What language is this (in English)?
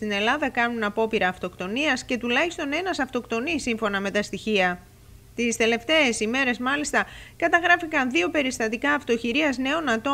Greek